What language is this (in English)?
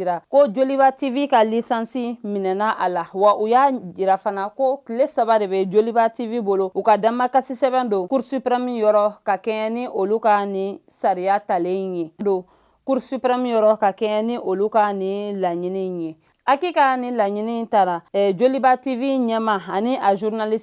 Bambara